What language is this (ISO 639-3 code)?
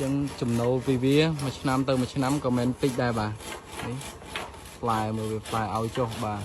khm